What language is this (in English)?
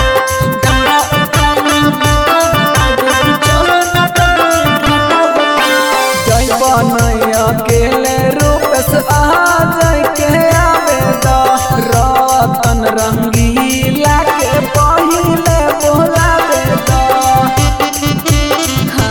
Bhojpuri